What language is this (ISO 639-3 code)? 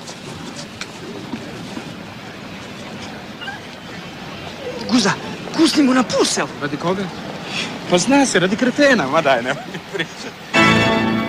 hrv